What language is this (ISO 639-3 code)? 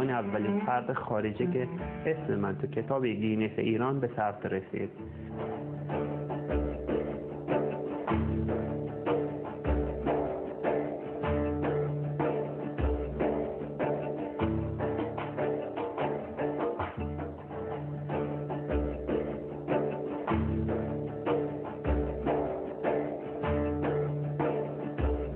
fas